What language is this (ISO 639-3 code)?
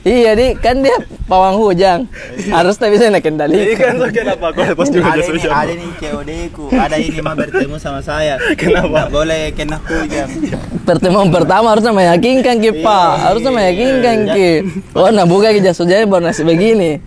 mfp